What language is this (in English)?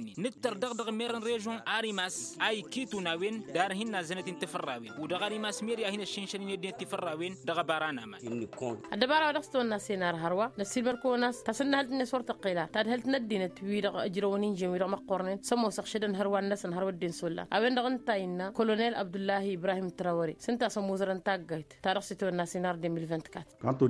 Tamasheq